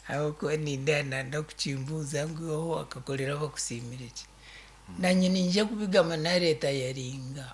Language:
Nyankole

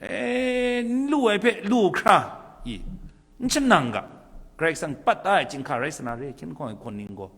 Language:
Kachin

